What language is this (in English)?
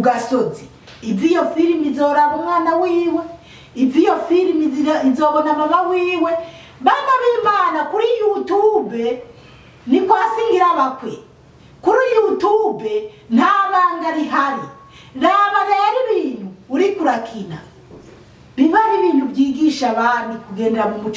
Rundi